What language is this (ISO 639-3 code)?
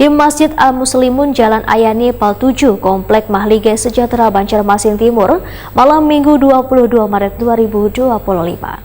bjn